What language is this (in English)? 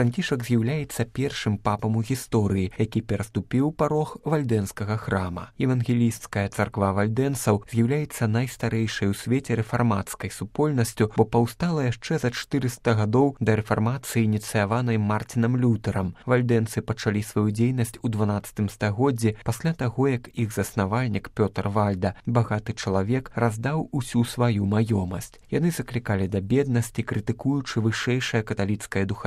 Belarusian